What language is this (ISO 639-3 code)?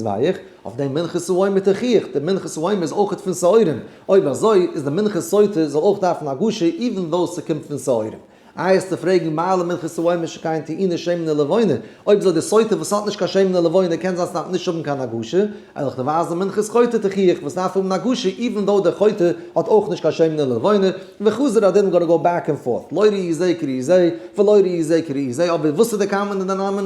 yid